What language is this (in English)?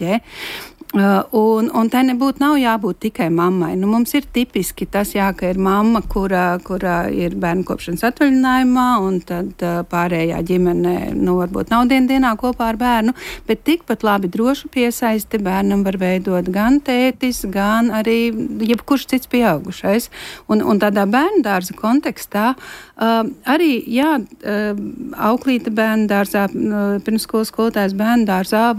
Latvian